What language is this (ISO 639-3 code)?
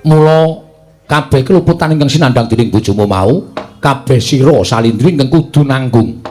jav